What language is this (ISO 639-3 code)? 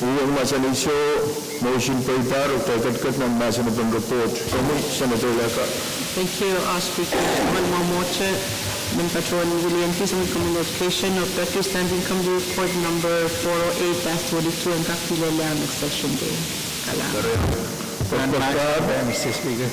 pon